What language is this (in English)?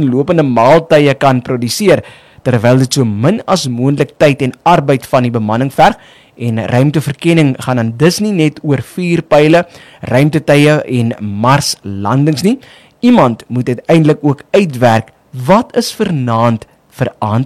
Afrikaans